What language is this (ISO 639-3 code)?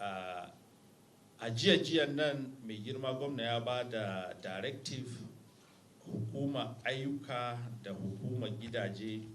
hau